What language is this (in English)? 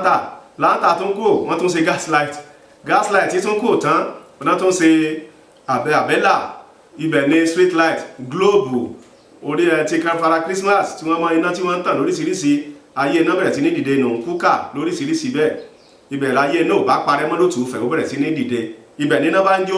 Yoruba